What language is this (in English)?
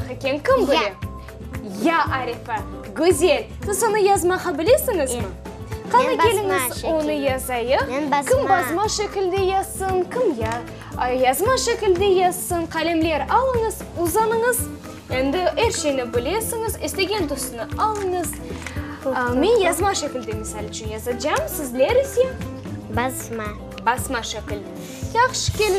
Crimean Tatar